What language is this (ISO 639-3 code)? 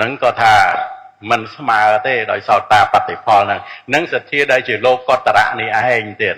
khm